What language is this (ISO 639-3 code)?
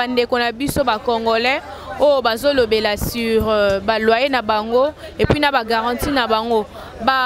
lin